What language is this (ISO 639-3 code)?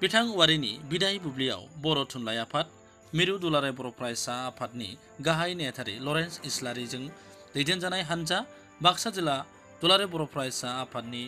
brx